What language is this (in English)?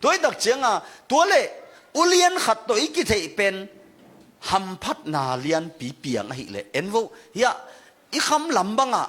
Tedim Chin